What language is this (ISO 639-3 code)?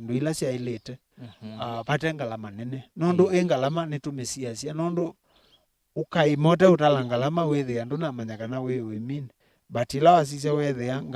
kam